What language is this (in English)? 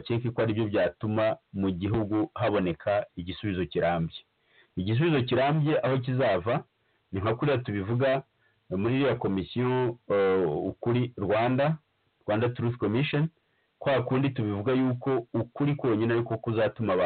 Kinyarwanda